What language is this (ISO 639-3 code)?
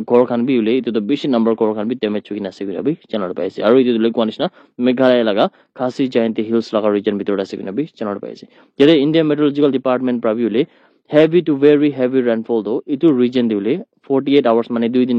nag